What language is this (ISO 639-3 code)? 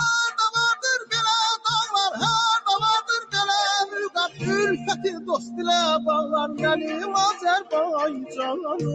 azb